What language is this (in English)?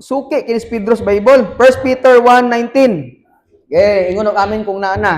Cebuano